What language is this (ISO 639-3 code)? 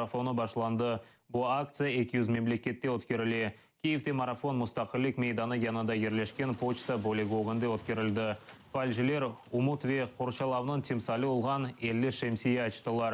crh